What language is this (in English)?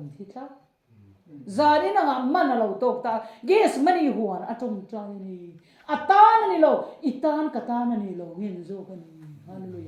Mizo